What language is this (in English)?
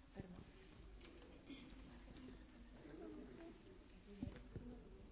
Afrikaans